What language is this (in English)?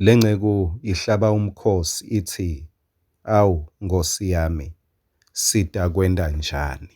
Swati